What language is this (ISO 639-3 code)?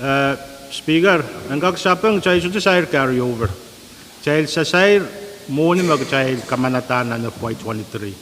pon